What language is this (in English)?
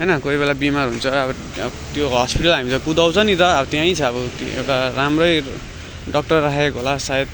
Nepali